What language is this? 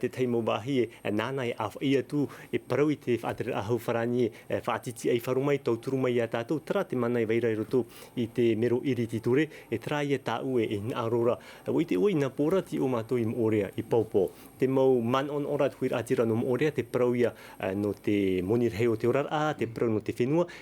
Tahitian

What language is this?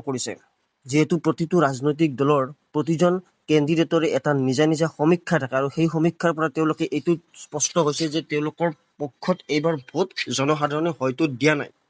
Assamese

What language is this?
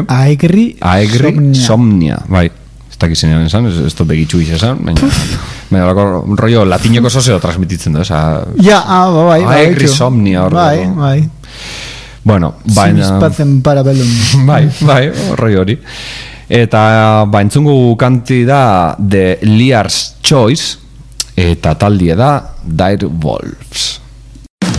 Basque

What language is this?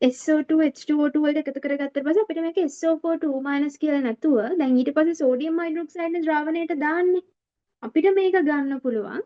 Sinhala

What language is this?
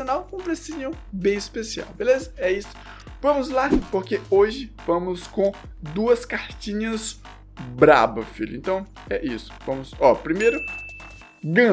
Portuguese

